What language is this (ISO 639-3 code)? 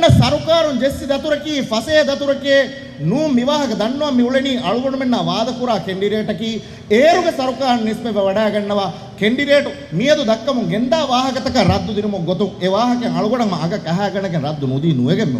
div